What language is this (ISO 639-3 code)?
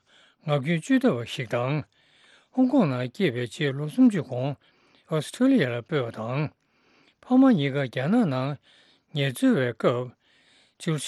bod